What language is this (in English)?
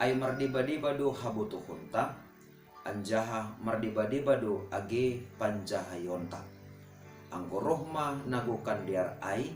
Batak Simalungun